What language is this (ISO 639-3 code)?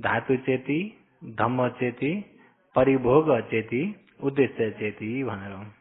nep